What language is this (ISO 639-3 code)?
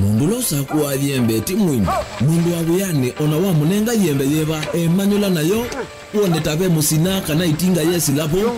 kam